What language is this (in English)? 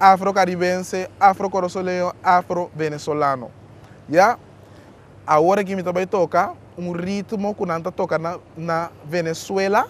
Papiamento